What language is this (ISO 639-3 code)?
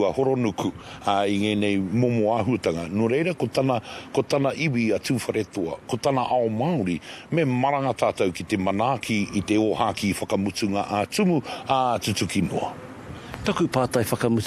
mri